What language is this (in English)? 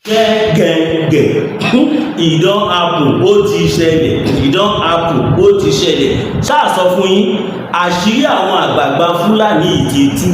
Yoruba